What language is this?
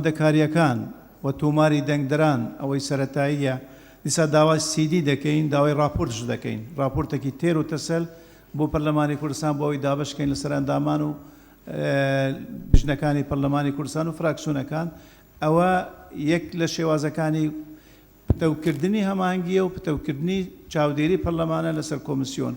Central Kurdish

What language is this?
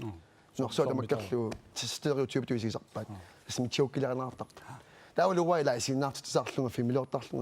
Kalaallisut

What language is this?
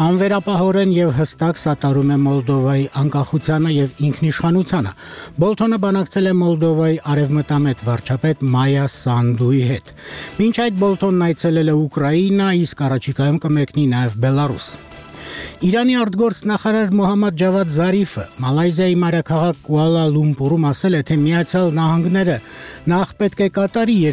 Armenian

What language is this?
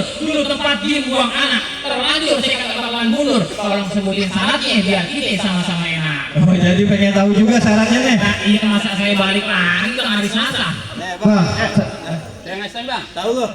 Betawi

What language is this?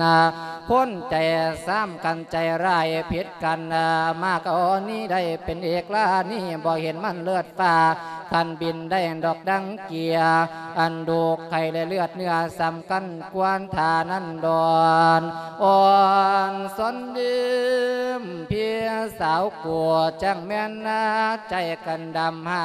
Lao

